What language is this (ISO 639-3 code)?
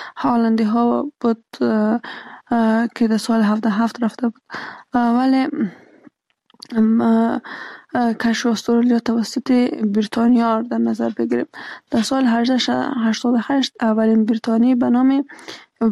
fas